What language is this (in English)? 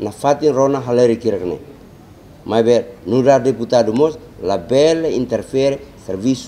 Tetum